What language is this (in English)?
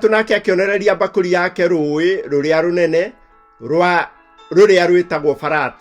Kikuyu